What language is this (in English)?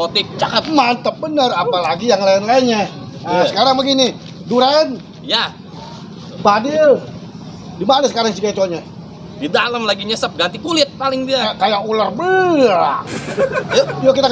Betawi